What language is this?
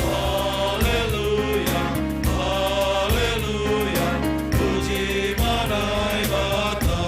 Batak Simalungun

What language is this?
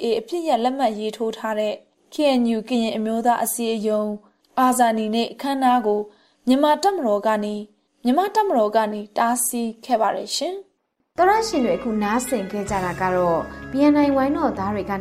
Burmese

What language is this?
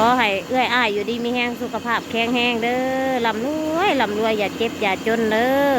Northeastern Thai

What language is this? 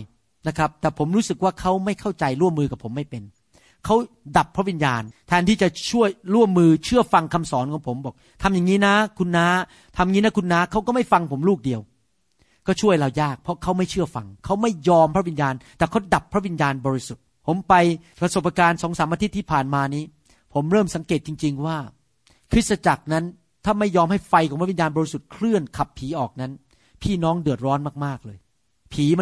Thai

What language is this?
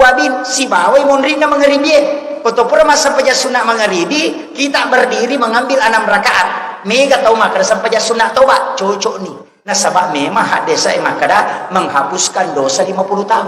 Buginese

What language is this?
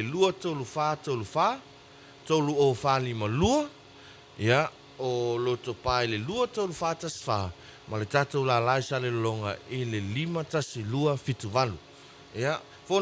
Samoan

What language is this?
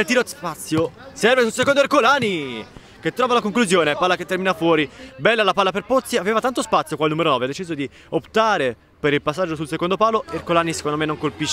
Italian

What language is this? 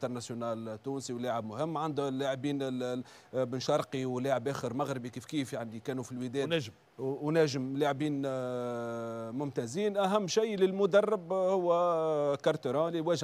Tunisian Arabic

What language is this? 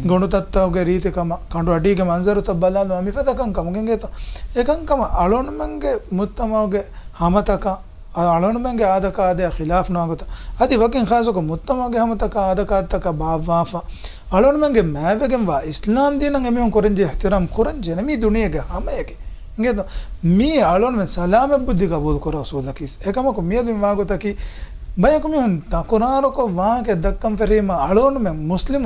Divehi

